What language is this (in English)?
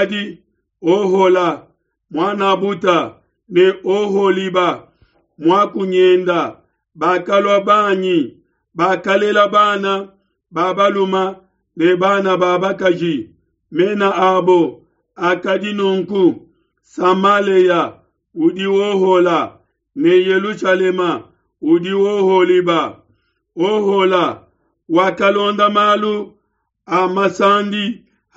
Luba-Lulua